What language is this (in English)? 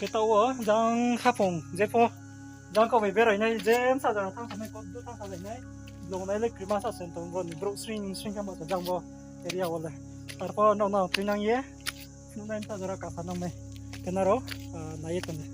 Riang (India)